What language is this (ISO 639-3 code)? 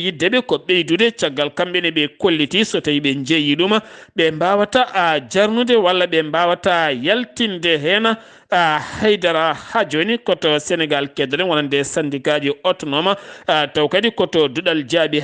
ful